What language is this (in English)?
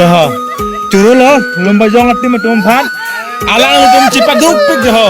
Karbi